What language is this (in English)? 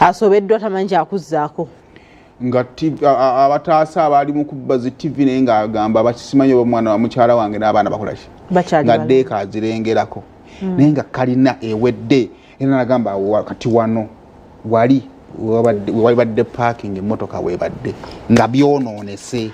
Ganda